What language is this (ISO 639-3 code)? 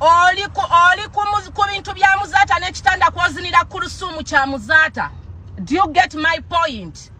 lug